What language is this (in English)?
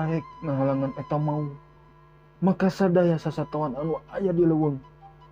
Sundanese